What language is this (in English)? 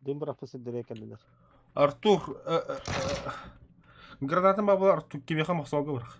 Yakut